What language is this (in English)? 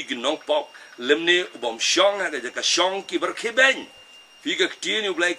Khasi